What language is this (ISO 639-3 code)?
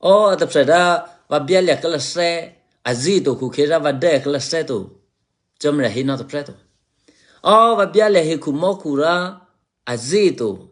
eky